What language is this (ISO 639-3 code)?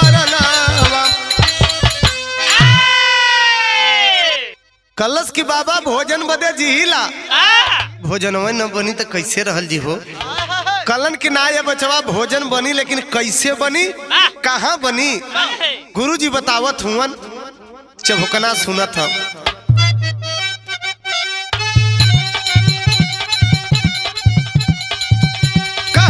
bho